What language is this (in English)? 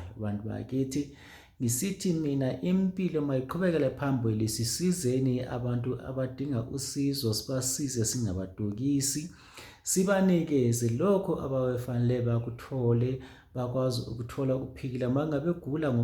Zulu